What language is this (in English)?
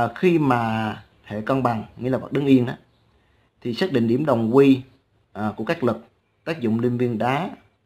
Vietnamese